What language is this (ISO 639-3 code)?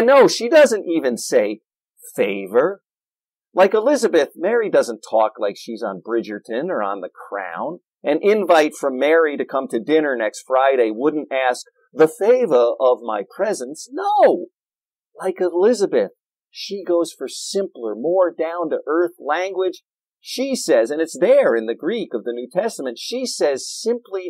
eng